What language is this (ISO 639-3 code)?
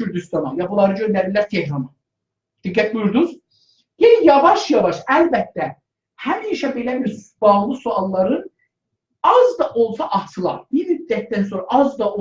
azb